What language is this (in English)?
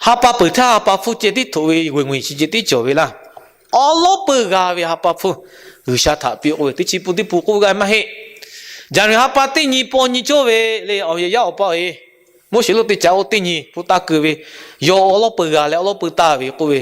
Lahu